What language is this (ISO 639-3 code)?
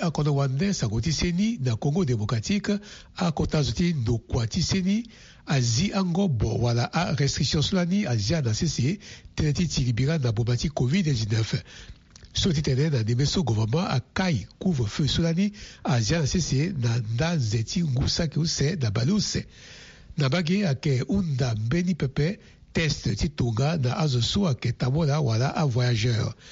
sag